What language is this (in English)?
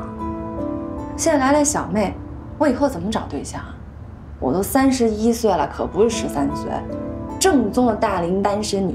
Chinese